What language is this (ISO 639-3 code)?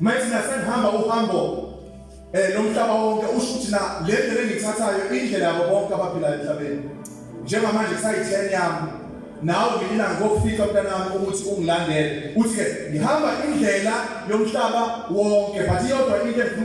zul